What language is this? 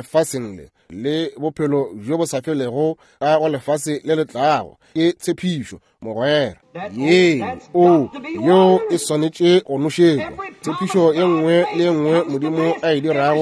Northern Sotho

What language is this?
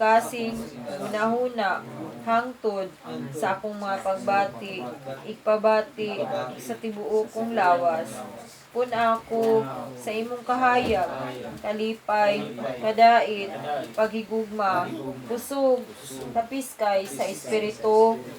Cebuano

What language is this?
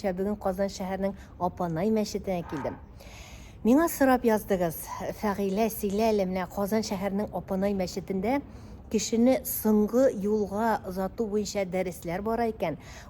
Tatar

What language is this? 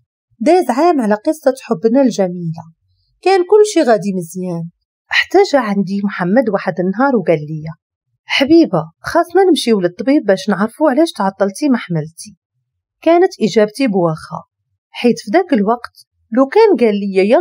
Moroccan Arabic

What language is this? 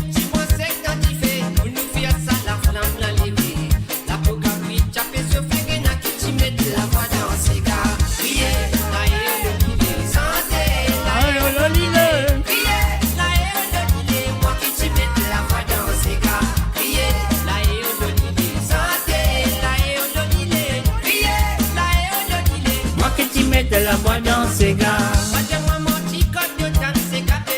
Morisyen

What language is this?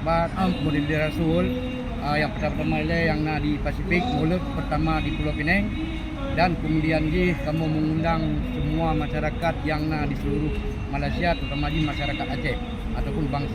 Achinese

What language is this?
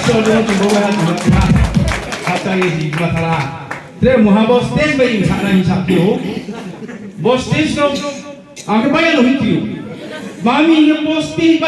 Riang (India)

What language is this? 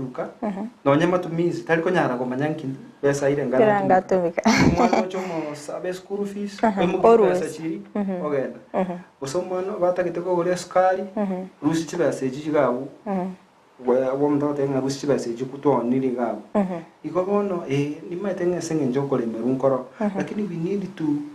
Gusii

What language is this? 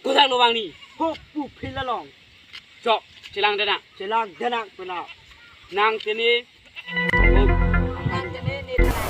Karbi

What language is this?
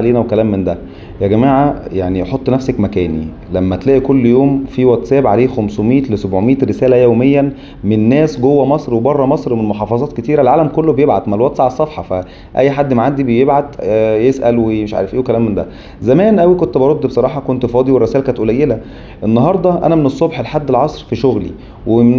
Egyptian Arabic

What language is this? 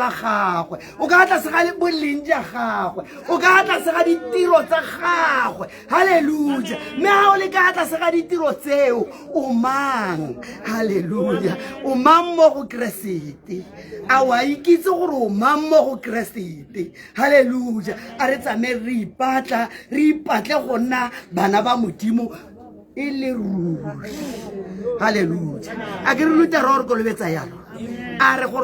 Tswana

